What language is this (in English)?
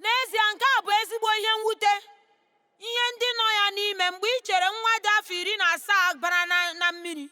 Igbo